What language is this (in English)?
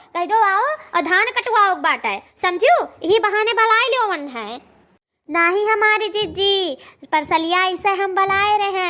Awadhi